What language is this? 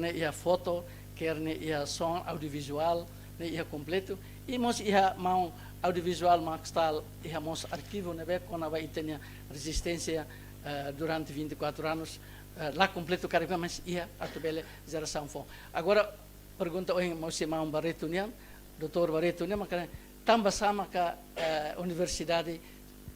Tetum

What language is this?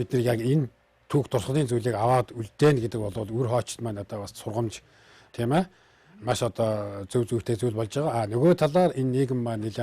Mongolian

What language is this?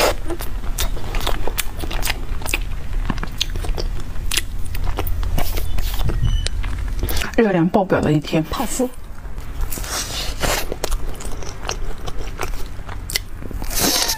Chinese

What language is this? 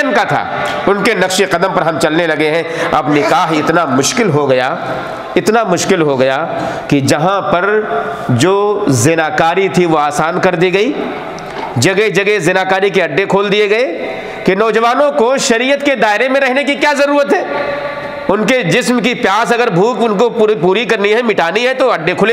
Urdu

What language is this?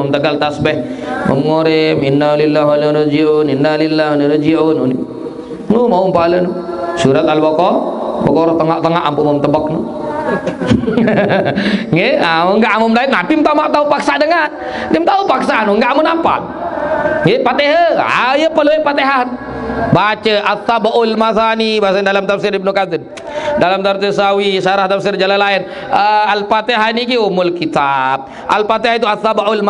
Sasak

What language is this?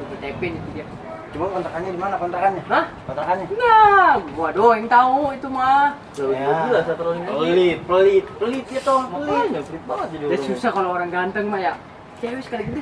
Betawi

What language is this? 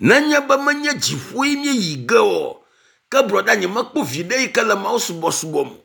Ewe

